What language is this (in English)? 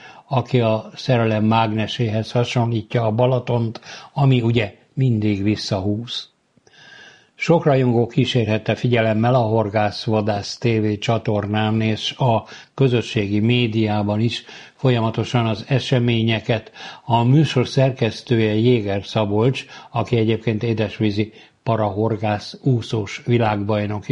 Hungarian